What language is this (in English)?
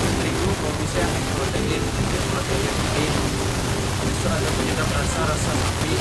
Banjar